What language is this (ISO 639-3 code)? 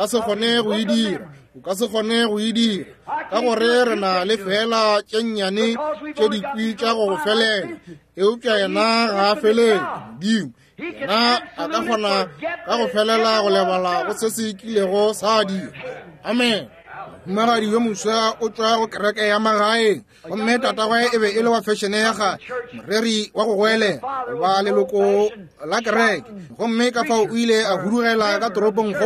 nso